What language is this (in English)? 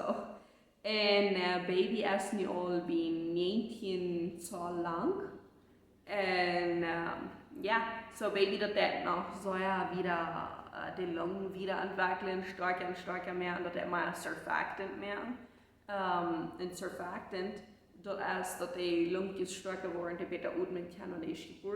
Plautdietsch